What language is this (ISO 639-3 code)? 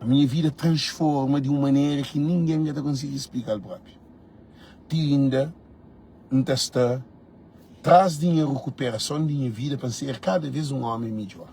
kea